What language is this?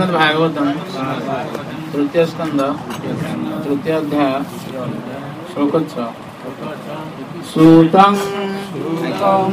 Odia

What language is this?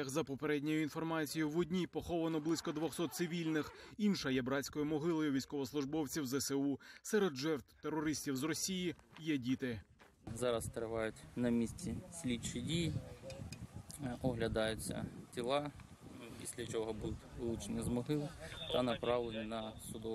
Ukrainian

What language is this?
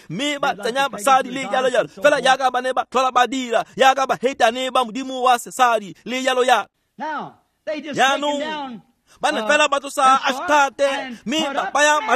Tswana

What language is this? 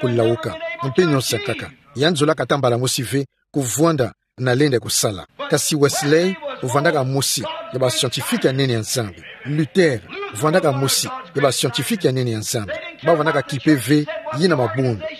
Kituba (Democratic Republic of Congo)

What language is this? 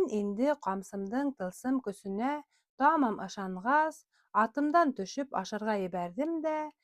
Bashkir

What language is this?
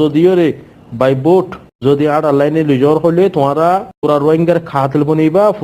Rohingya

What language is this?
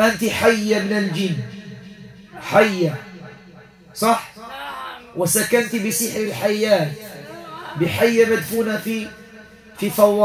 Arabic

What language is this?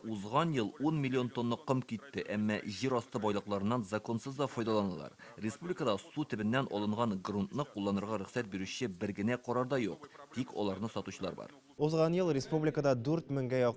Tatar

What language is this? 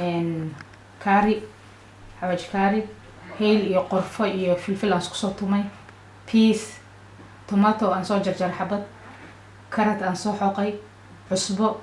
Somali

